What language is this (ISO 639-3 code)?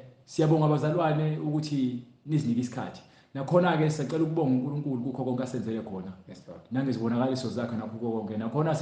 zul